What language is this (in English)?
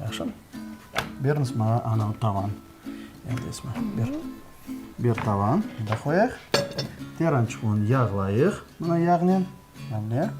Crimean Tatar